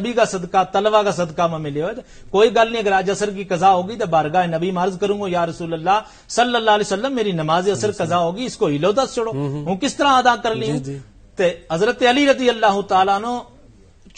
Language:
Gujari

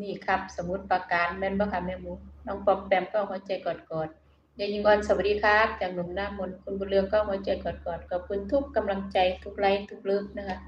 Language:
Northeastern Thai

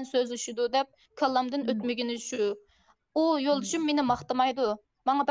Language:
Uyghur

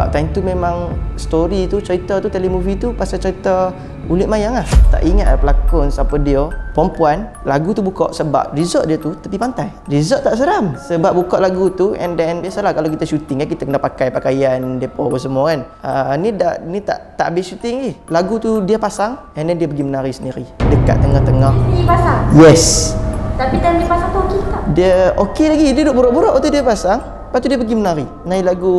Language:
Malay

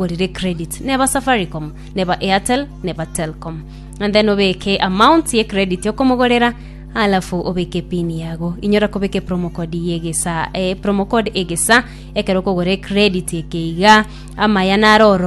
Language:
Gusii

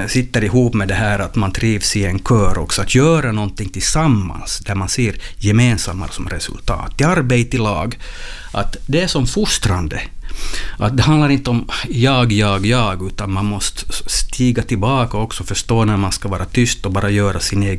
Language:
Swedish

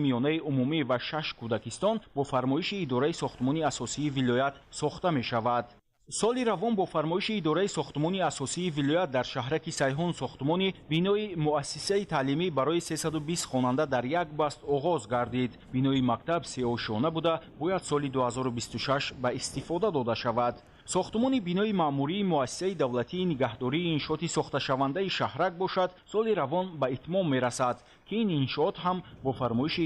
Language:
Tajik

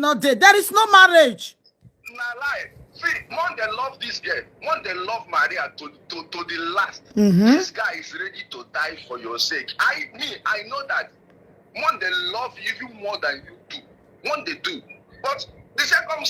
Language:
Nigerian Pidgin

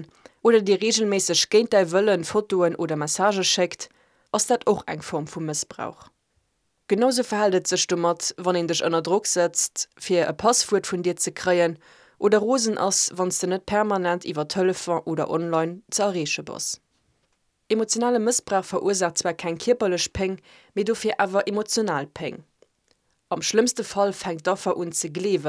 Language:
Luxembourgish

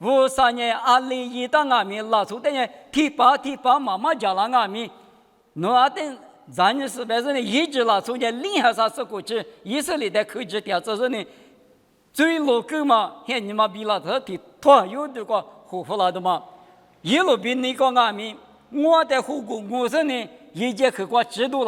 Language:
Lisu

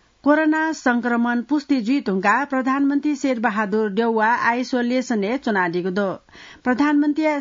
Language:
Newari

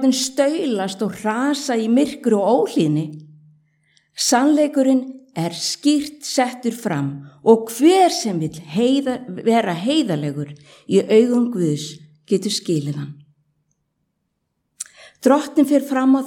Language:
Icelandic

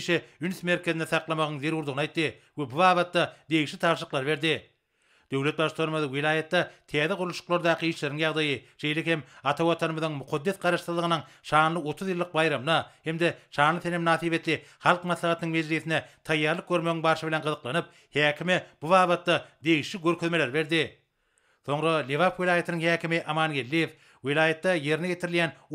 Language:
Turkmen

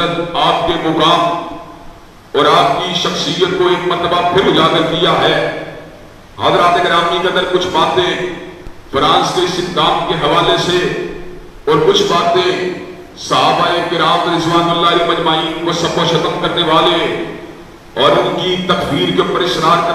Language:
Urdu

